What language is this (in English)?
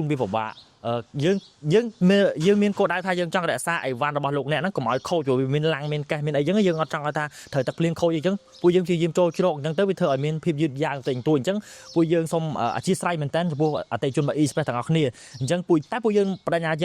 Khmer